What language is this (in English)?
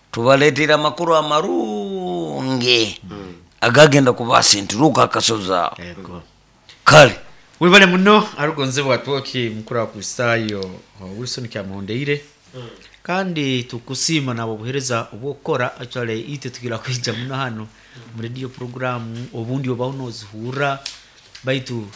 Nyoro